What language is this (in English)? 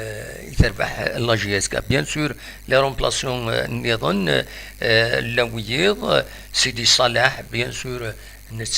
Kabyle